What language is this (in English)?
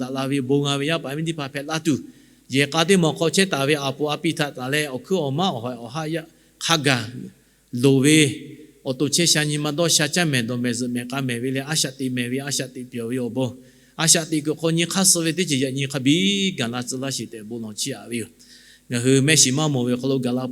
Lahu